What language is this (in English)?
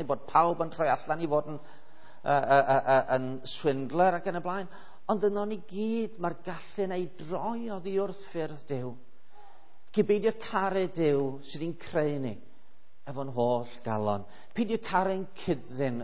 Welsh